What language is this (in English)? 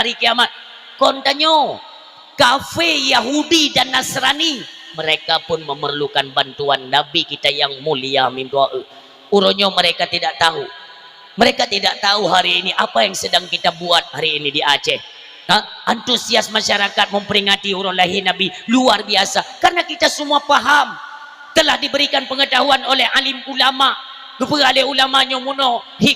Achinese